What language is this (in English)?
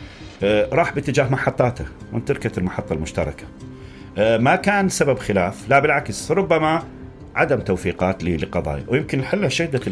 Mesopotamian Arabic